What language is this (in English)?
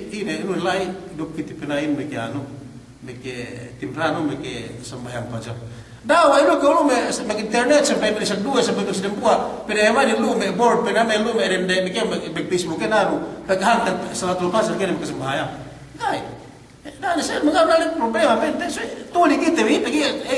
Yakan